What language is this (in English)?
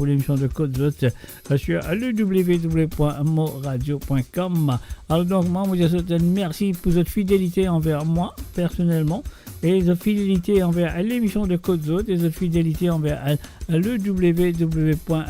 Morisyen